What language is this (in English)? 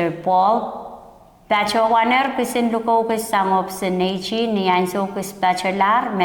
Pohnpeian